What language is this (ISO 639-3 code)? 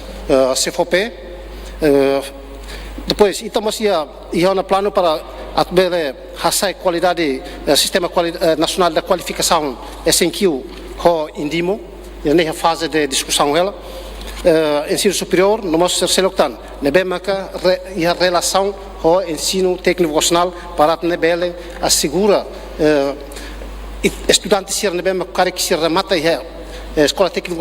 tet